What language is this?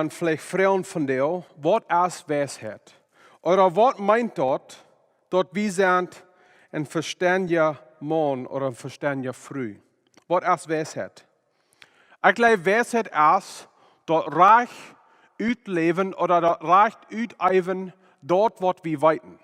Plautdietsch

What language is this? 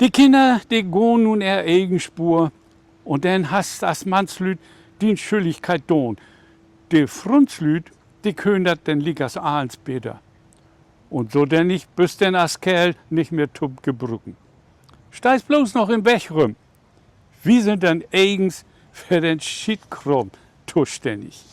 Low German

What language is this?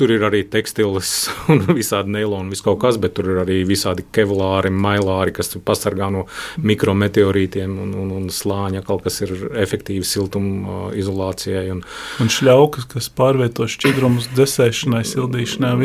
Latvian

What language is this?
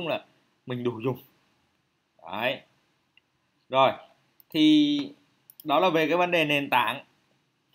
Vietnamese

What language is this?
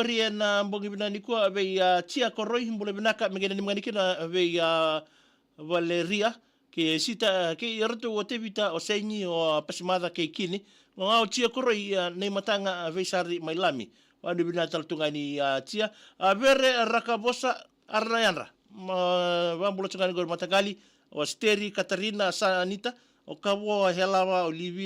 Fijian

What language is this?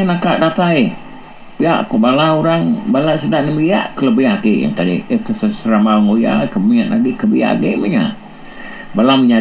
Iban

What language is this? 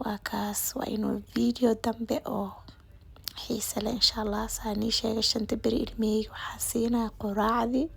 Somali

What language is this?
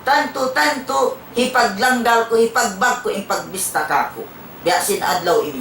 Tausug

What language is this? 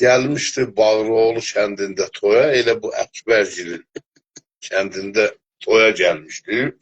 South Azerbaijani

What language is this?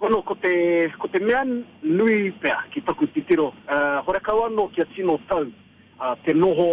Māori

